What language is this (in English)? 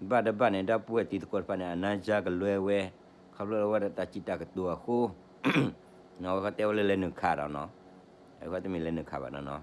S'gaw Karen